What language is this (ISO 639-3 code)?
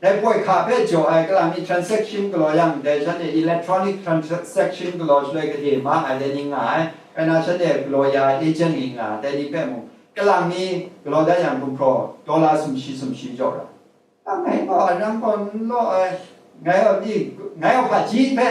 kac